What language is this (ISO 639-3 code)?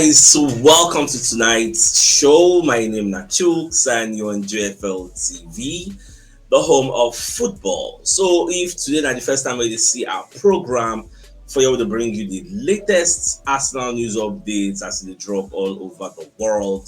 pcm